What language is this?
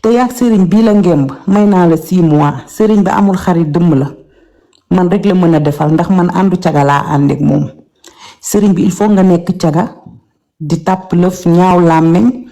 Wolof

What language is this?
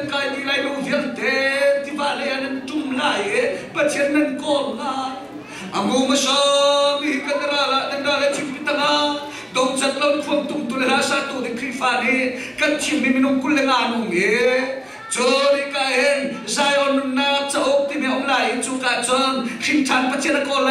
Hakha Chin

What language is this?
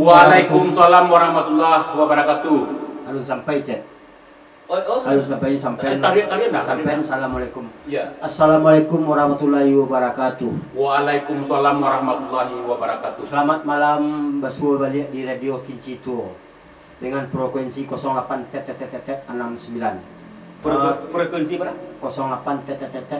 Minangkabau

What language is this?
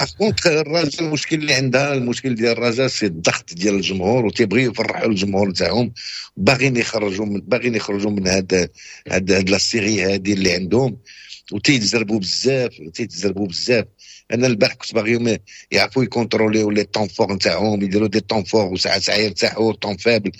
Moroccan Arabic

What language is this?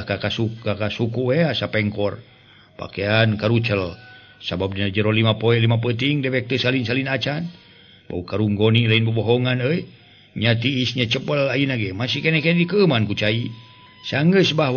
Sundanese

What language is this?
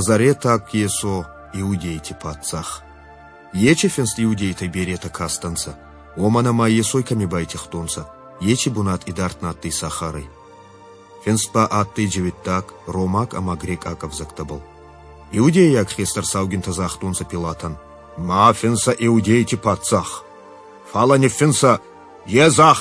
Ossetic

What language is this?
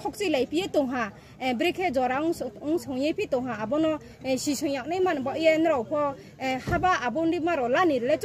Riang (India)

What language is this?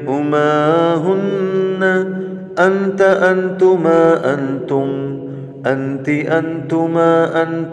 Sindhi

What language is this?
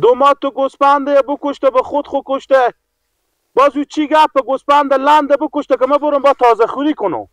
Persian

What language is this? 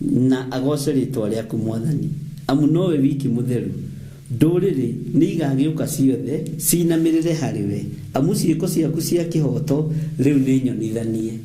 Kikuyu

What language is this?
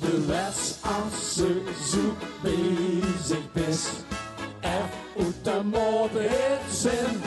Limburgish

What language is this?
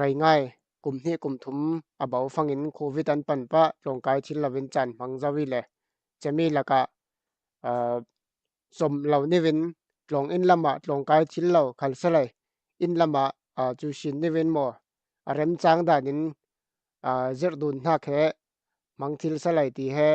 Falam Chin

